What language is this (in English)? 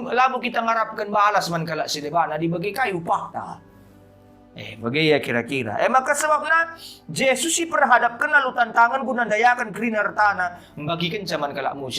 Batak Karo